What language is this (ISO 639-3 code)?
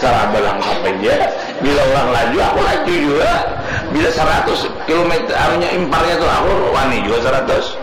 bjn